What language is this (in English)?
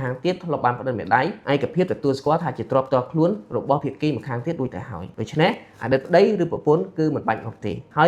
Khmer